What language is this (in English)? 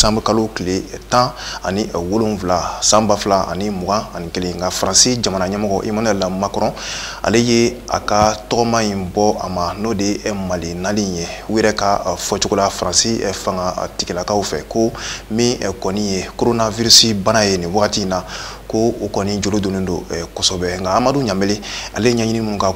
Bambara